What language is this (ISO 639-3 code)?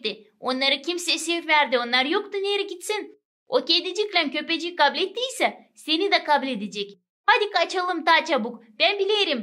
gag